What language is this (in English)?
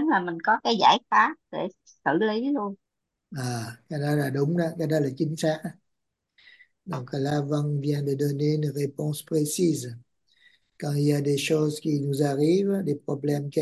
Vietnamese